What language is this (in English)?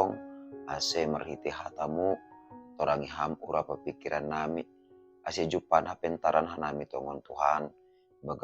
Batak Simalungun